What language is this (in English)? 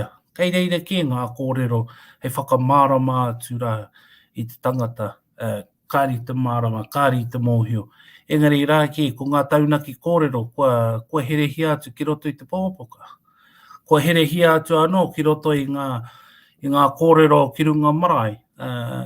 Māori